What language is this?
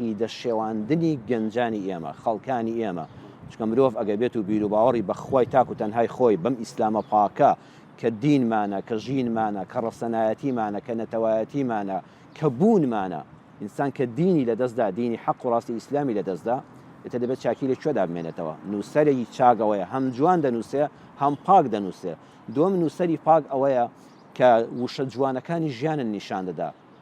Central Kurdish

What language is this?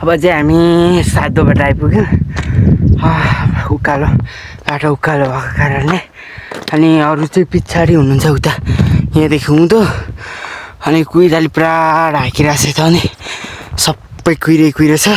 Nepali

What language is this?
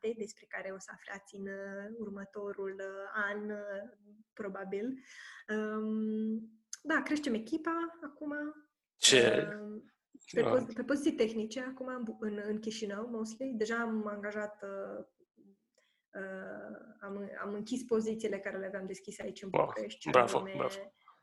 Romanian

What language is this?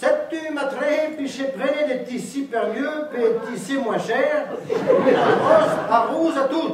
Breton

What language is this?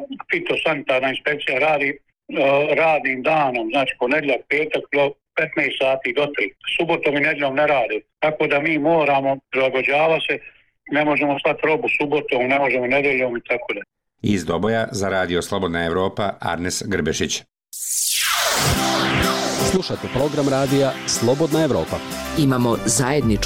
Bosnian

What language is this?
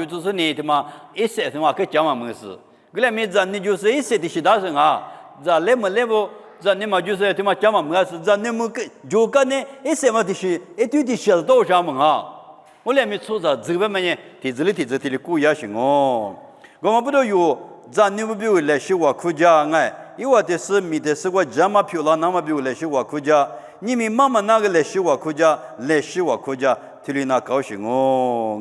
Lisu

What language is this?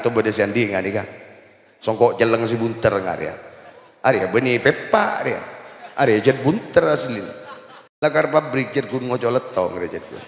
Madurese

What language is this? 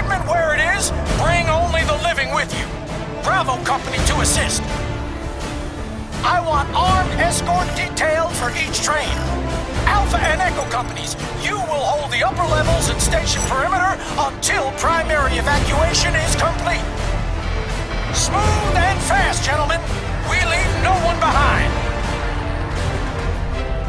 English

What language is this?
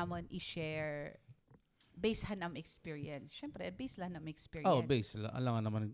Waray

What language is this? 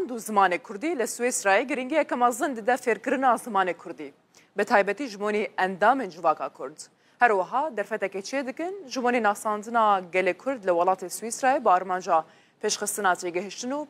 Kurdish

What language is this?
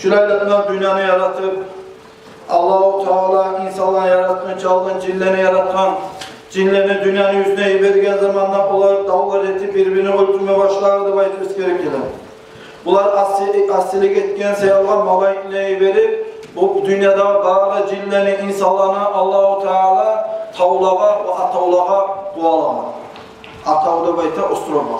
Kumyk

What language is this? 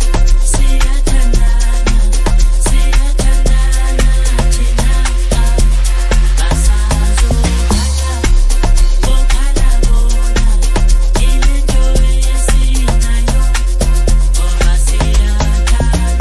Zulu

